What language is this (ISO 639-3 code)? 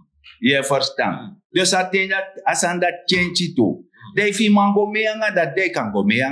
srn